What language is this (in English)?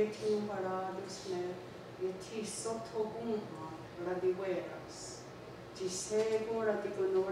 Mohawk